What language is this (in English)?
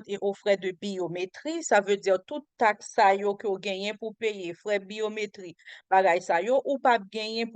Haitian Creole